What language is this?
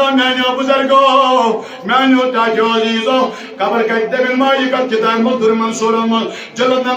Kashmiri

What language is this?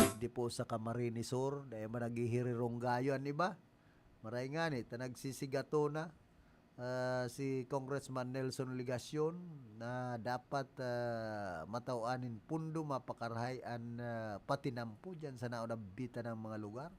Bikol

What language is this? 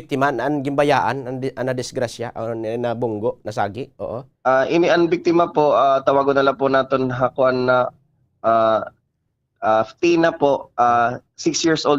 Waray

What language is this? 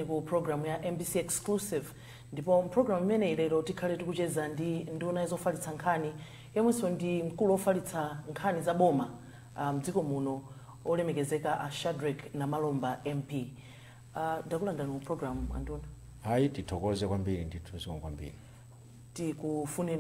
Nyanja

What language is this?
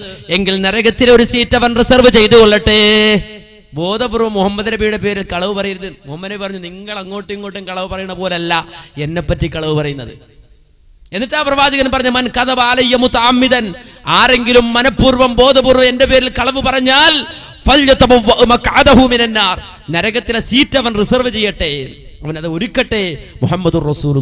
Malayalam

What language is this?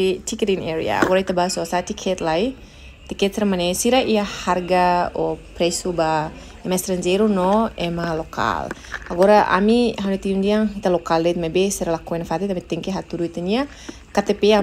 Tetum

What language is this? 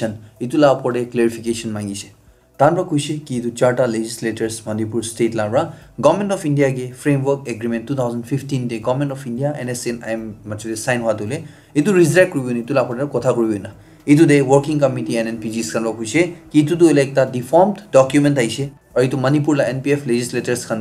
Naga Pidgin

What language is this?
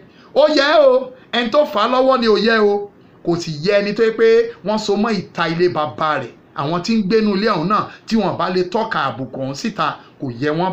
Yoruba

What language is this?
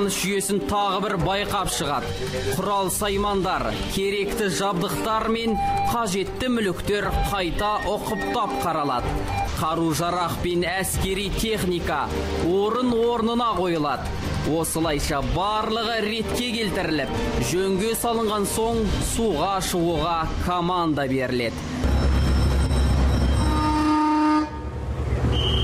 Kazakh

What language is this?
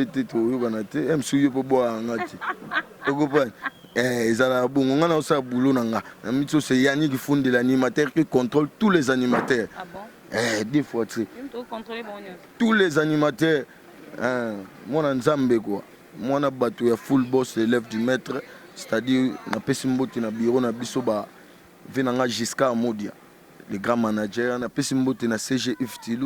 Lingala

